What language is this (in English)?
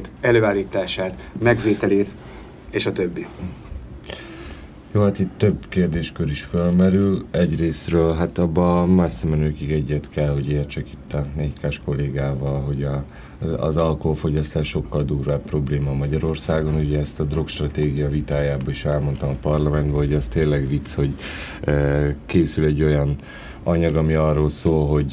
Hungarian